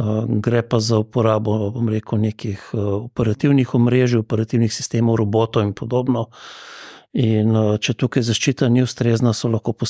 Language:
Slovenian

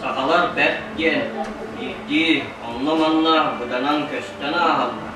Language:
Yakut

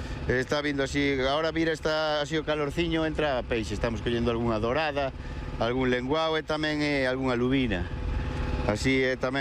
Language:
Galician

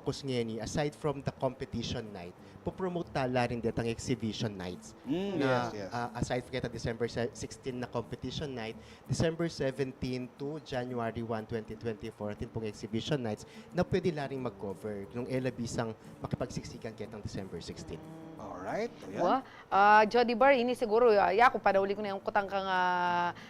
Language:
Pampanga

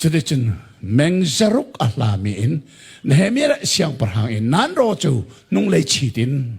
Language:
Hakha Chin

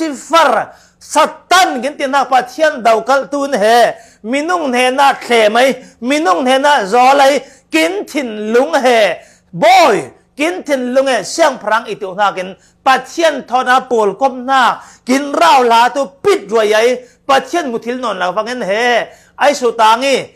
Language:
Falam Chin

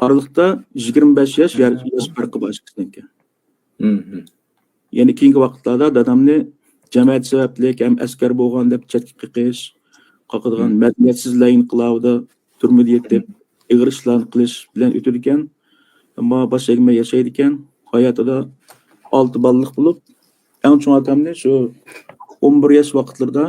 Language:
Uyghur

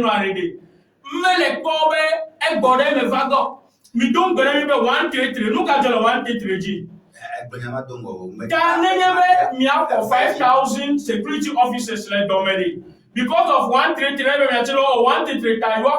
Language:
Ewe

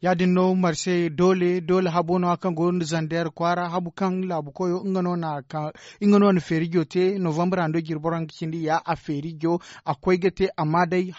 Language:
Zarma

